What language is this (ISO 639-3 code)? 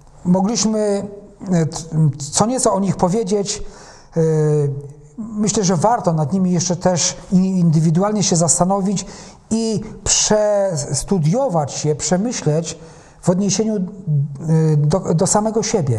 pol